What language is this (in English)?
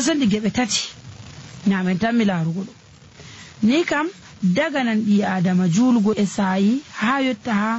Nigerian Fulfulde